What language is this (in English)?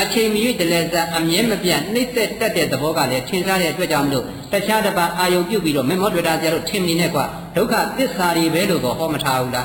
Burmese